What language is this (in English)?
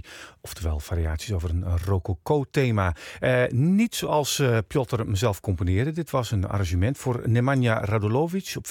Dutch